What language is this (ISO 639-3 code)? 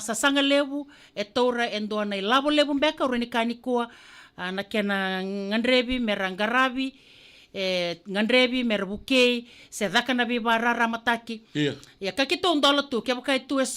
fij